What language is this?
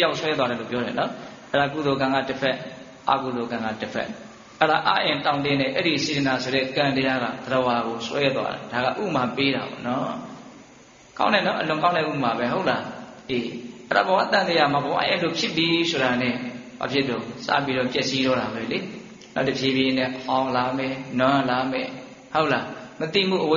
Burmese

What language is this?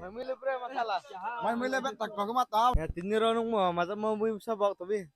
Riang (India)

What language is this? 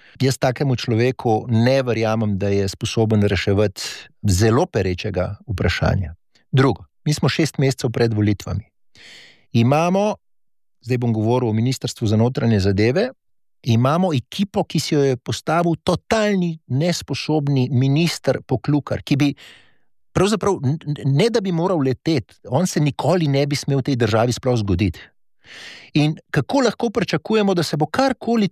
Slovenian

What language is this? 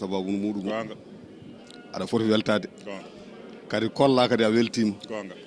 Fula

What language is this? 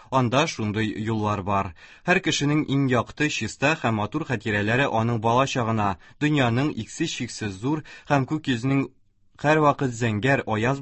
Tatar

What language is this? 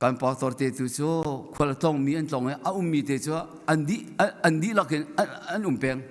Hakha Chin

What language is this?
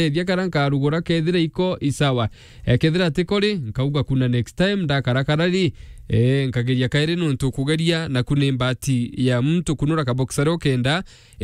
Meru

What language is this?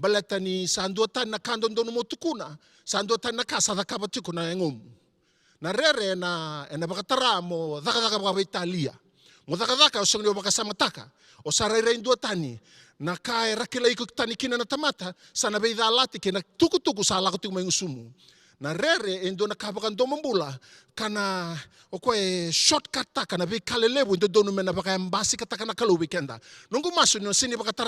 Fijian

